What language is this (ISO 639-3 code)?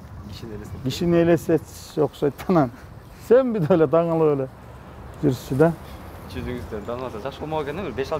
kir